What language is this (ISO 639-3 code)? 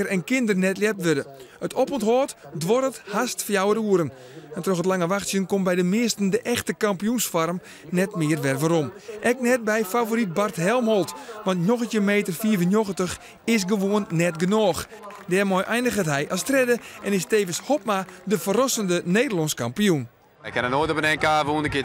fry